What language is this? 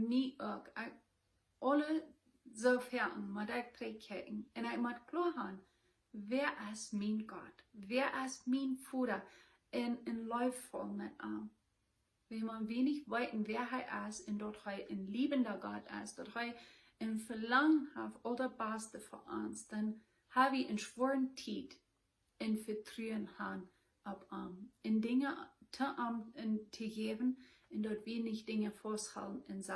Plautdietsch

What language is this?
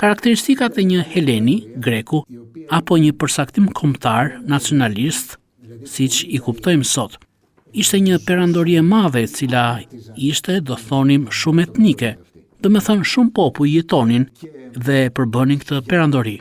Albanian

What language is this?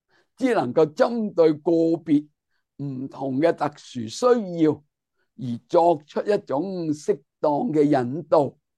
Cantonese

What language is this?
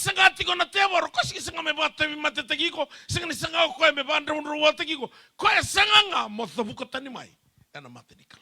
Fijian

